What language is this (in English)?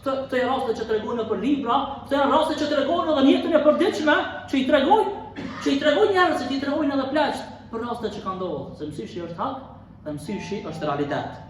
Albanian